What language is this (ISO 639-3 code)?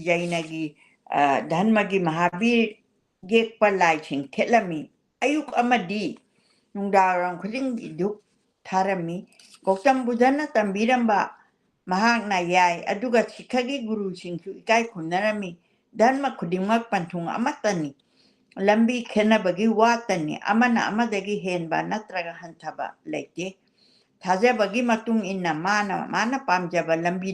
mni